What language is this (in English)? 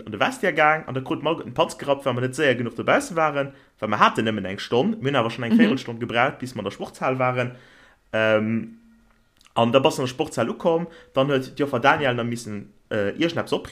Luxembourgish